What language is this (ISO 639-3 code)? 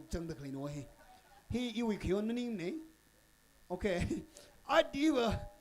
nmf